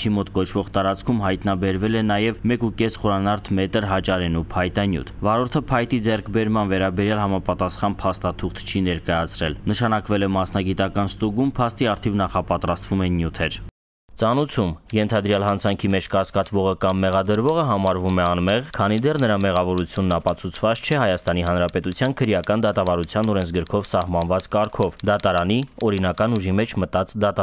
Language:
Armenian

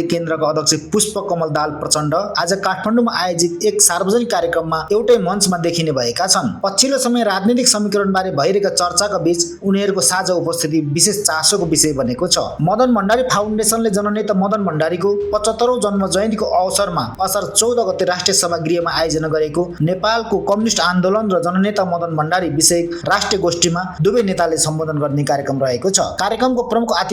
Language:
Nepali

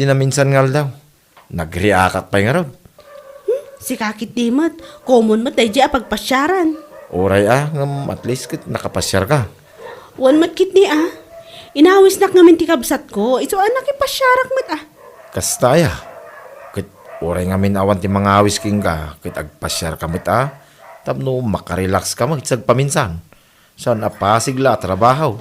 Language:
Iloko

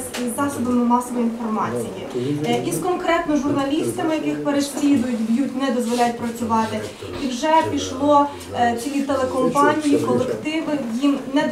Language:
Ukrainian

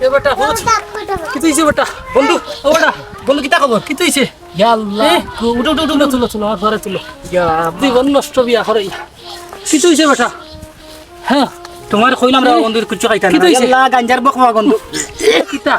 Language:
Sylheti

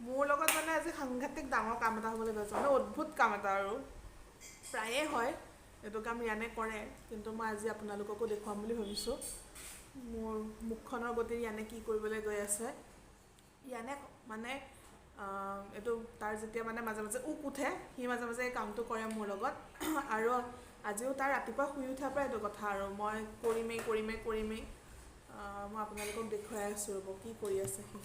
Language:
Assamese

